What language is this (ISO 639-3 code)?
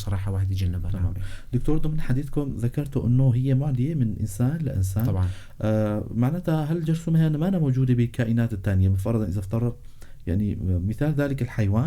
apc